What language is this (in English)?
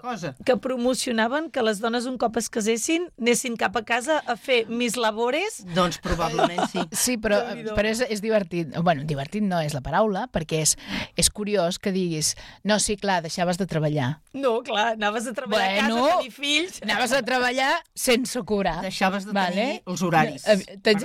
Catalan